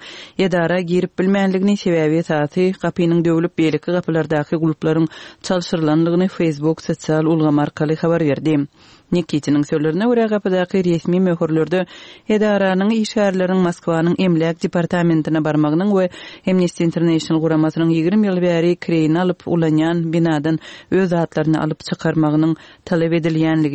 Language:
Turkmen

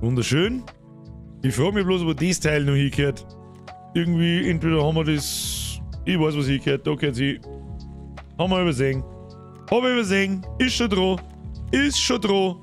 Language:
Bavarian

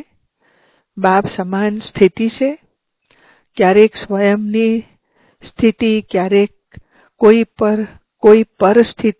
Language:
Gujarati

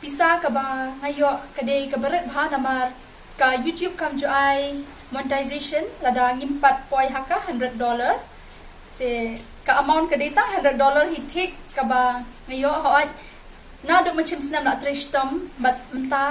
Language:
Khasi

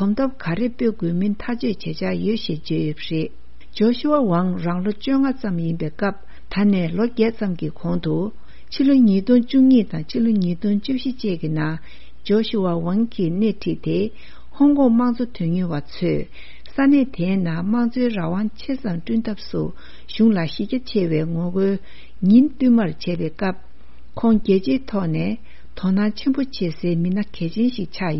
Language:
Tibetan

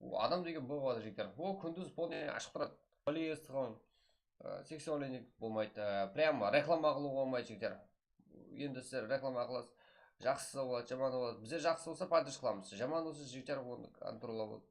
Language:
Kara-Kalpak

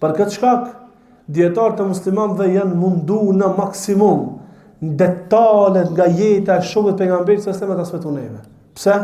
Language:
Albanian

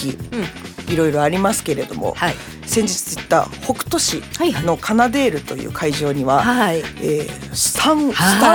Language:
Japanese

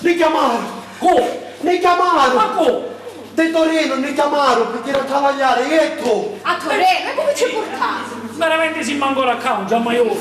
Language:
Sicilian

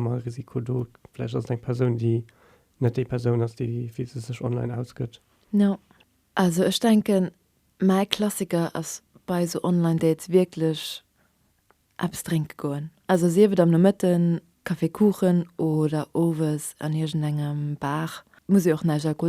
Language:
Luxembourgish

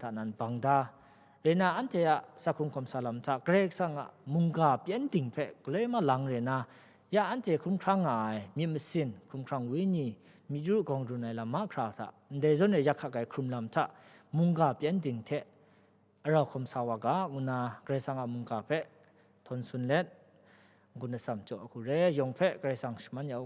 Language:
Kachin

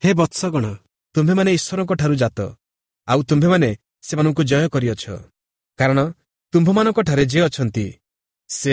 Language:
Odia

